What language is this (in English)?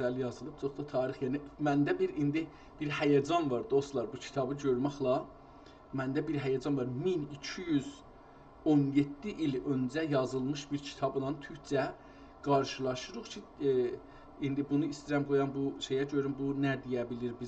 South Azerbaijani